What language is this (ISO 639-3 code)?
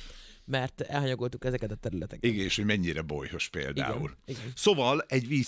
hun